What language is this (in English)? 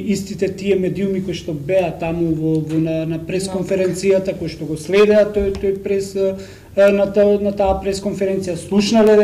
Macedonian